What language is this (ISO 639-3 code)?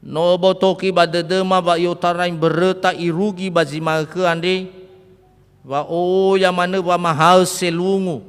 nia